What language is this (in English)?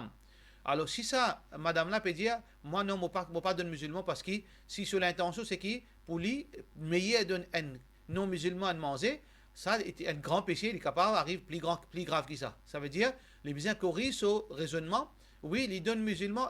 Morisyen